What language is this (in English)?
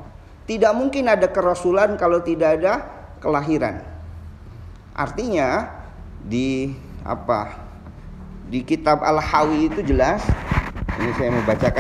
Indonesian